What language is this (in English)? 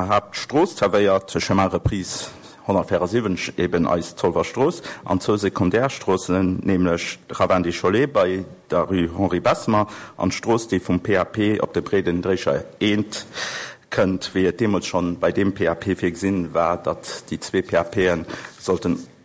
Luxembourgish